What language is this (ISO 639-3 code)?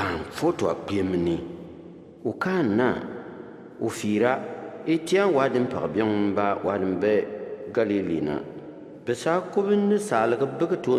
bim